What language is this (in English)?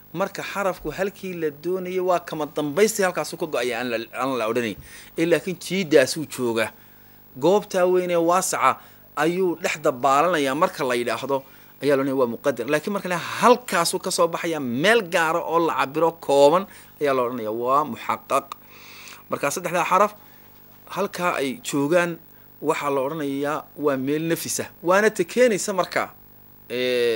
Somali